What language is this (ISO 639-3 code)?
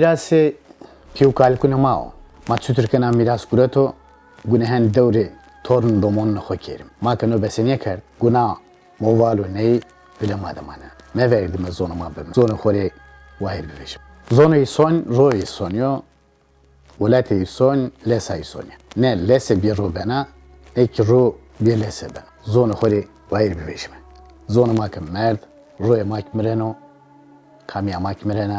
zza